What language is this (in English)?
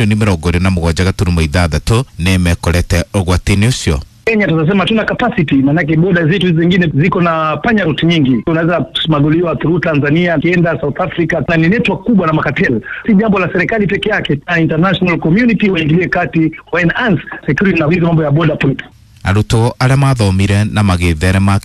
Kikuyu